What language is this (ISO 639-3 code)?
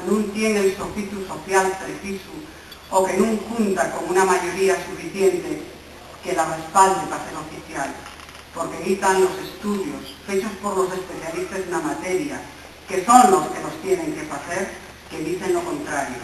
ast